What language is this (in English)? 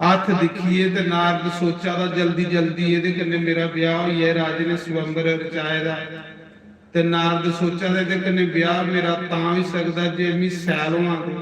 Dogri